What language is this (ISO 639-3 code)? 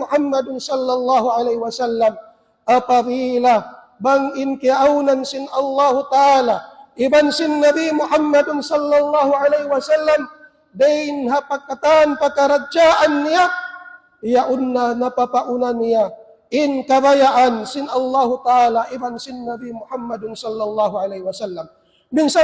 tsg